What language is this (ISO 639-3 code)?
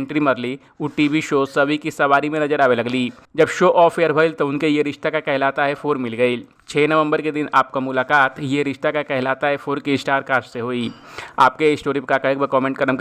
bho